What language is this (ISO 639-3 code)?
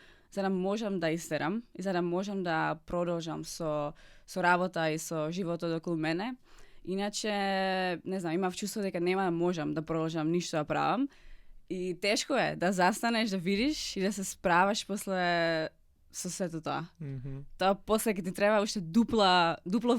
mkd